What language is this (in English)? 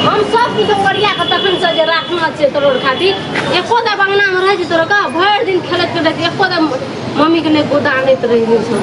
Maithili